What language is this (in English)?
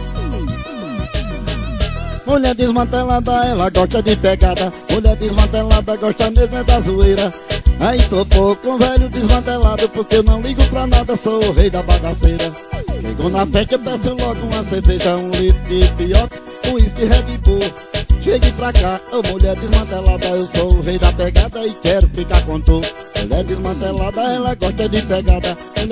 Portuguese